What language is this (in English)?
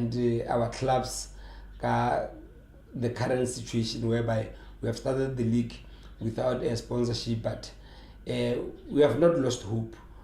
Tswana